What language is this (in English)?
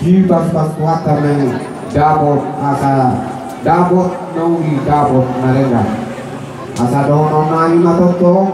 Batak Toba